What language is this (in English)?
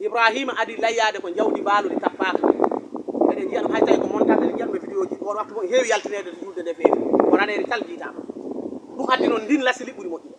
Fula